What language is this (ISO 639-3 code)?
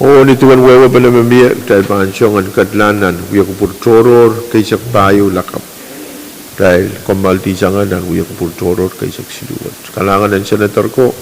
pon